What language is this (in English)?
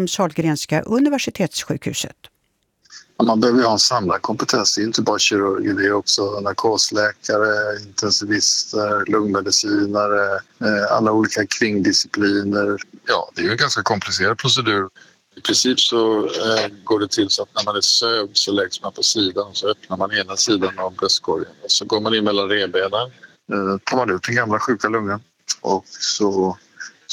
Swedish